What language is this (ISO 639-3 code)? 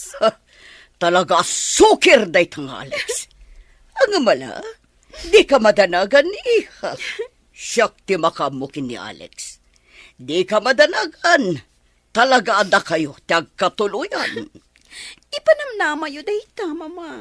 ilo